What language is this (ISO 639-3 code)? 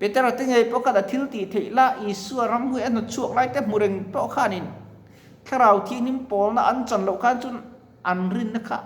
lus